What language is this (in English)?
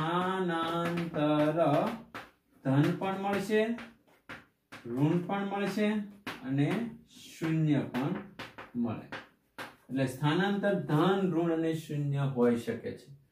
Gujarati